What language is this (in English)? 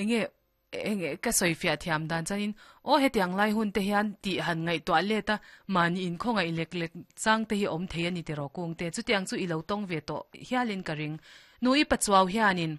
Mizo